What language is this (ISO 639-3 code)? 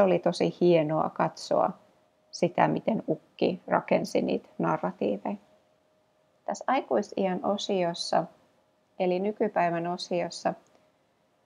fin